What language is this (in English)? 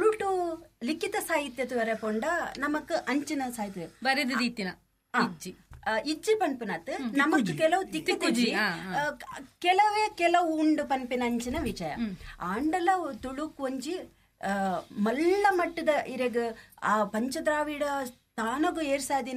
Tulu